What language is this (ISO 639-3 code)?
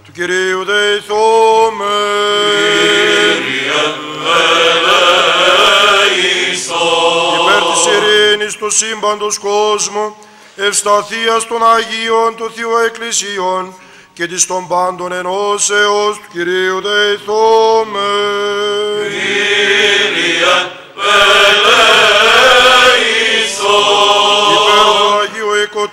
ell